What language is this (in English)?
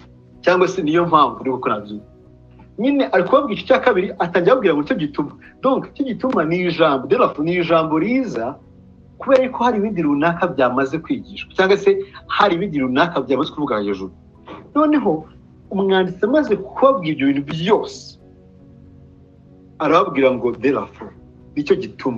Kinyarwanda